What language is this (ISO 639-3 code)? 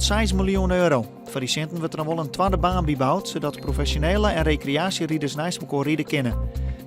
fry